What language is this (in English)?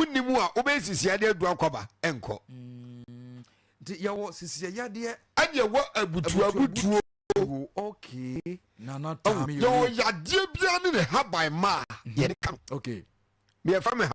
Akan